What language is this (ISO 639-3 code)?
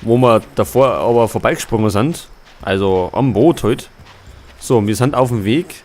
bar